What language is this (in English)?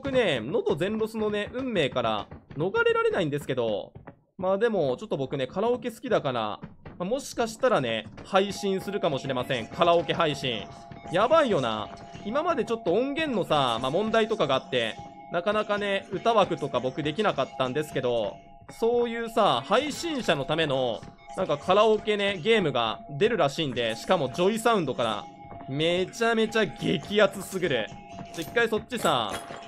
Japanese